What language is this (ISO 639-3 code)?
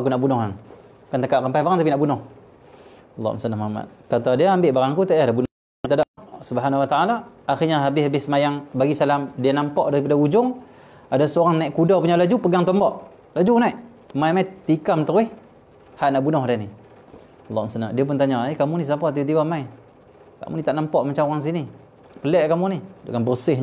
msa